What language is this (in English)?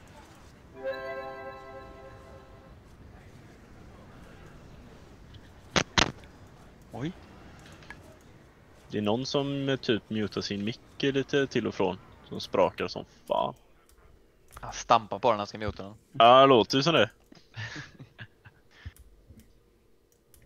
Swedish